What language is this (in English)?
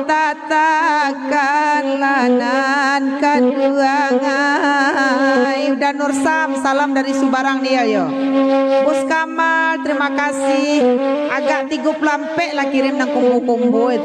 Minangkabau